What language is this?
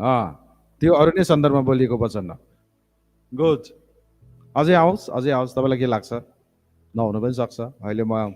Nepali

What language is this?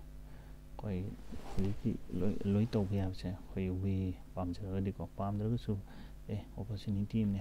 Manipuri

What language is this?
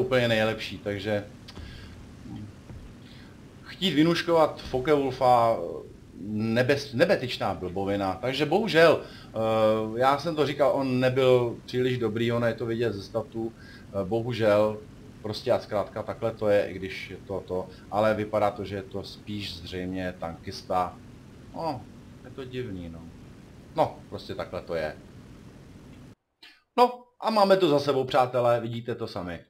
Czech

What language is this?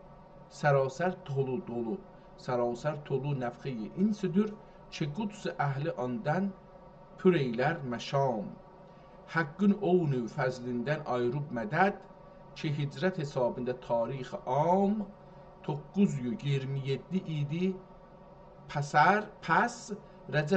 South Azerbaijani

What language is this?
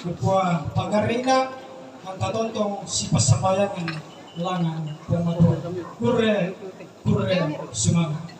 Toraja-Sa'dan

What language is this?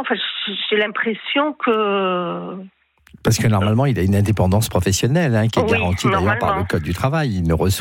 French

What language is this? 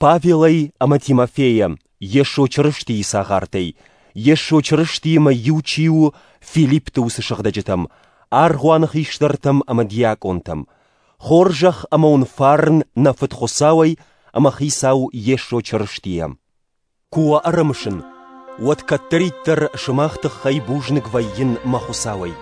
Ossetic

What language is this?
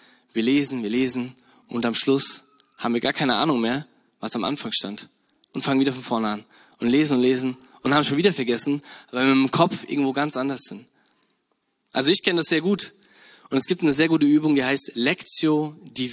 German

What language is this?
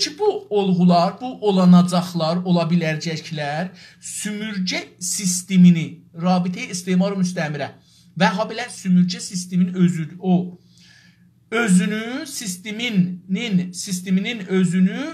South Azerbaijani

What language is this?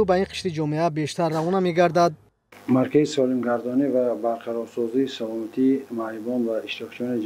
Tajik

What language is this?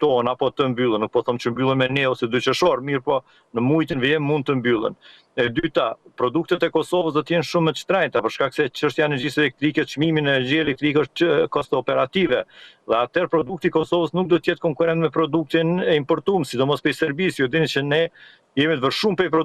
Albanian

